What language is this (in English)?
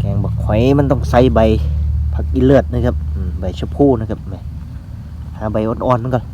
Northeastern Thai